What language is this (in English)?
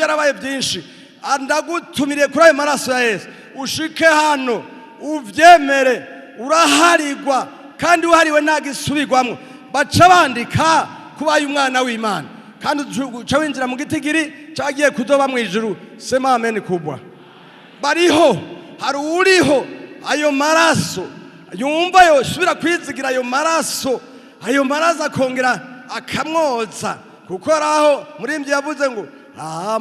Rundi